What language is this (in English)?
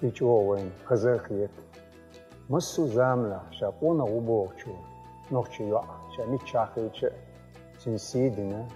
Chechen